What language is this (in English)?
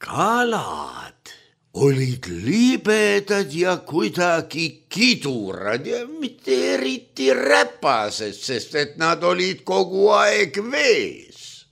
Estonian